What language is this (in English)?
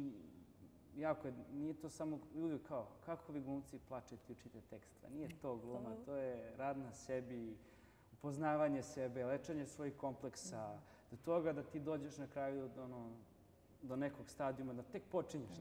Serbian